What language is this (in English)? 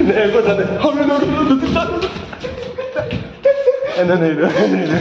Maithili